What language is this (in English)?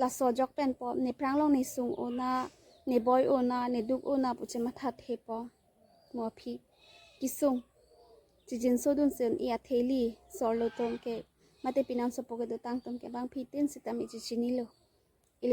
Karbi